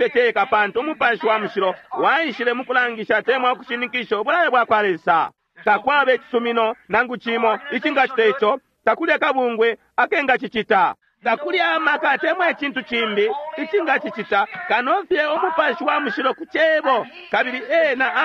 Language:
Bemba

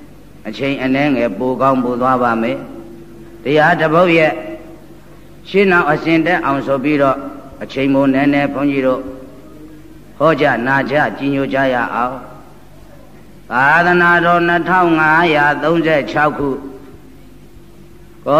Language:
Burmese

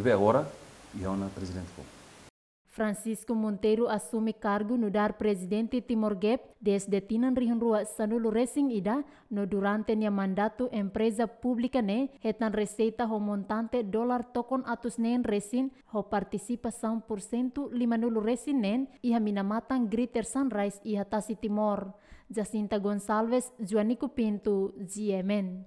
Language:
Tetum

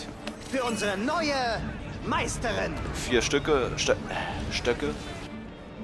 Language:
German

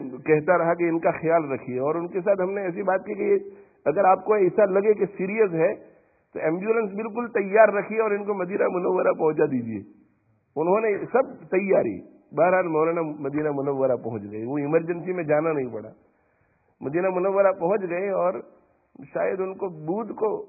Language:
Urdu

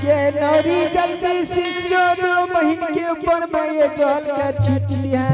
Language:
Angika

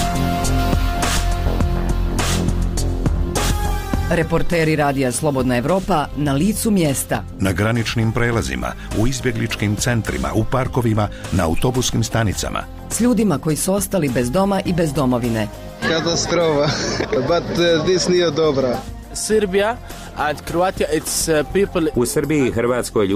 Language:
Bosnian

